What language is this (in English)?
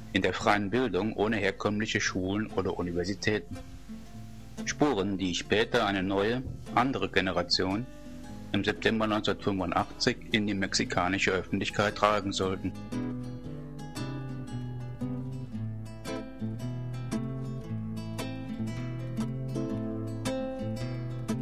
German